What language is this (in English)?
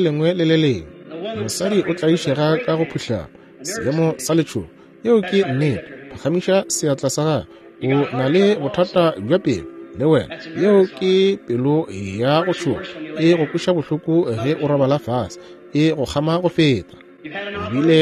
Northern Sotho